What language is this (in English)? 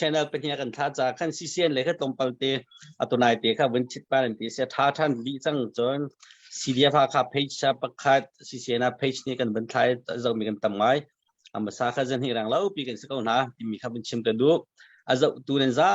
Hakha Chin